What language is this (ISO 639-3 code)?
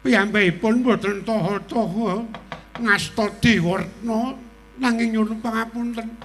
jav